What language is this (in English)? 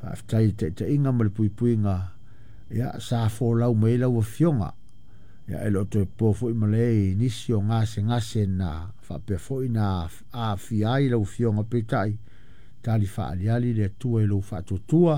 Samoan